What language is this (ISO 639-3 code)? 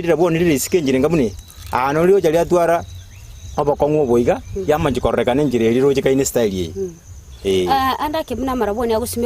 guz